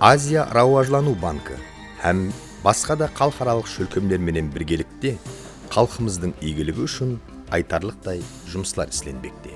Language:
Kara-Kalpak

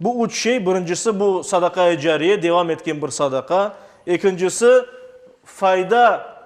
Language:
Crimean Tatar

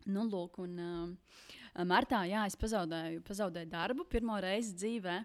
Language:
Latvian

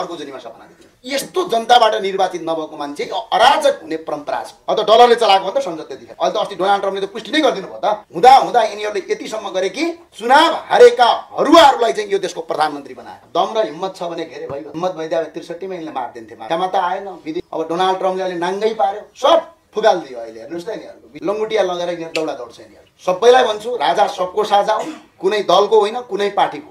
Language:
Nepali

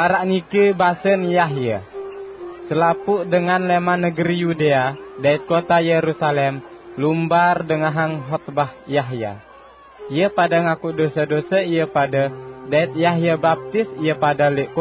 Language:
Sasak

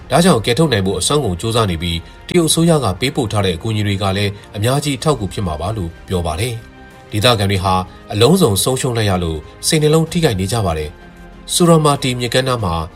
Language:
Burmese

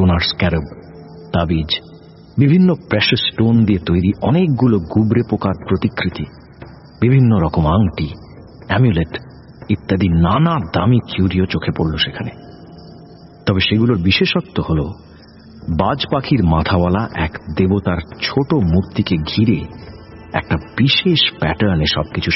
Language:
Bangla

